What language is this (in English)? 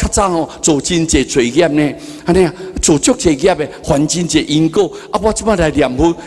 Min Nan Chinese